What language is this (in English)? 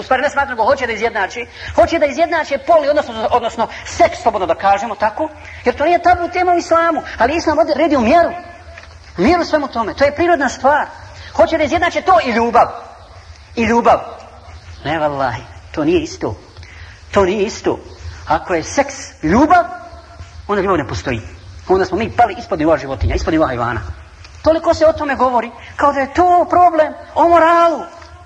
Bosnian